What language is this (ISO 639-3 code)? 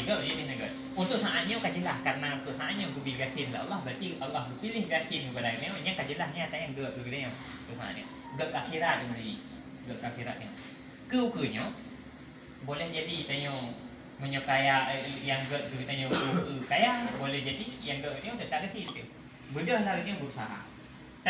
ace